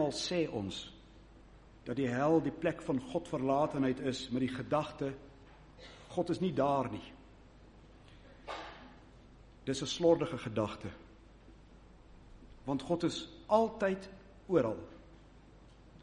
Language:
Afrikaans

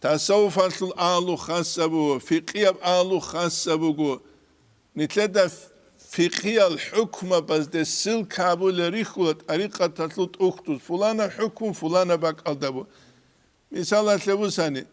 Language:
Avaric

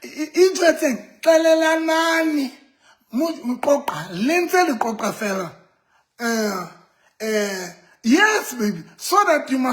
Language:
Southern Sotho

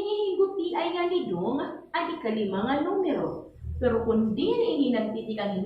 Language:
Waray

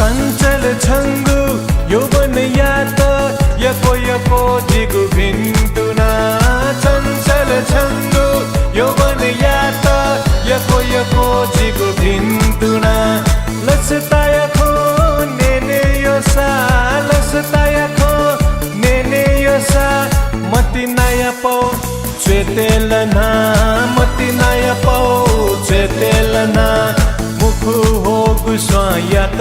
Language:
Newari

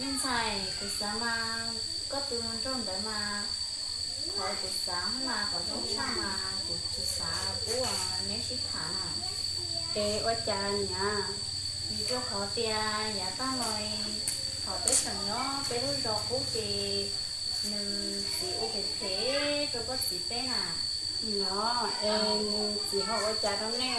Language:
Hmong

